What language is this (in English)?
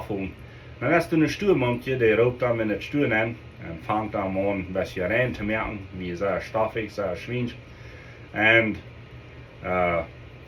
Plautdietsch